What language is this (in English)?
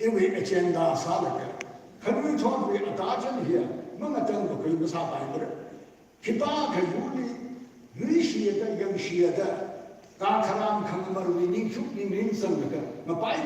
Tangkhul Naga (India)